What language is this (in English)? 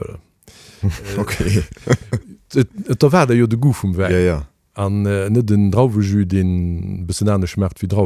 Luxembourgish